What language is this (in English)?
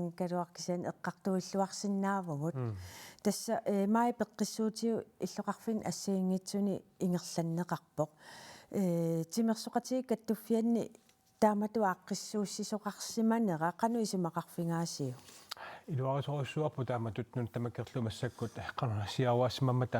Kalaallisut